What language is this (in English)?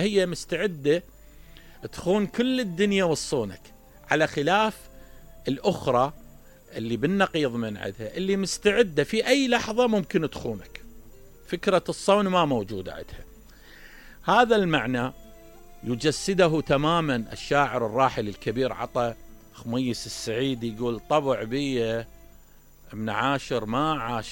Mesopotamian Arabic